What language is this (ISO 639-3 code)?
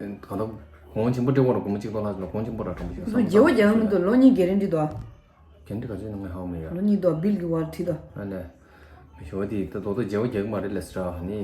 bod